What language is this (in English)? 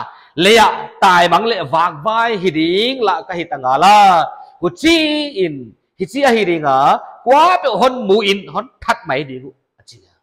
Paite Chin